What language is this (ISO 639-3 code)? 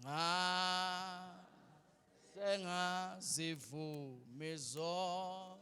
zul